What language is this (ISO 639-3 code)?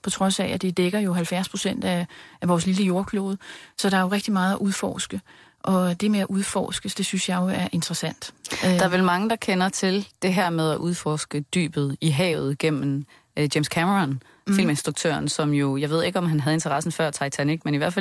dan